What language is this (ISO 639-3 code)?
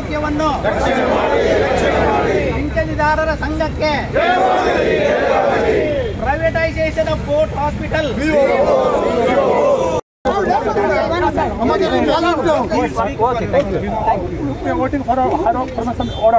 kan